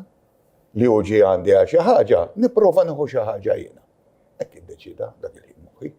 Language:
Maltese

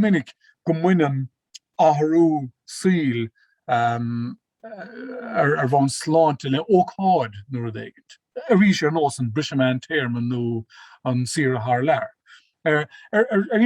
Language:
Irish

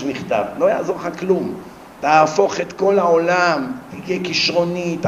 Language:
Hebrew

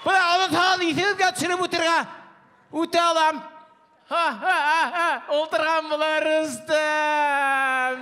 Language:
Bashkir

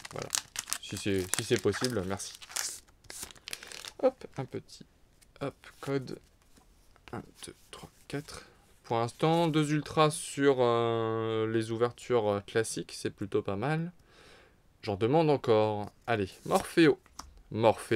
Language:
French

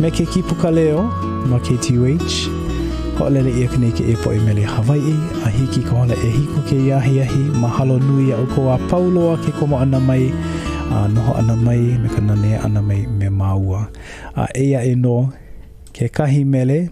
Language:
Hawaiian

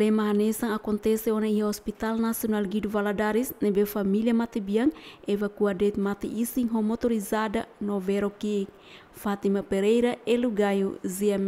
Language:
Tetum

